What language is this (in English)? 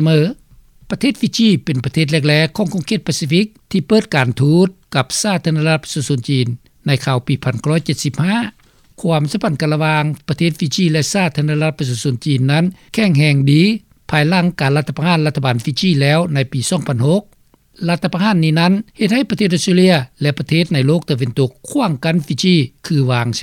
Lao